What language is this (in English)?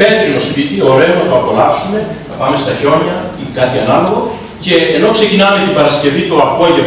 Greek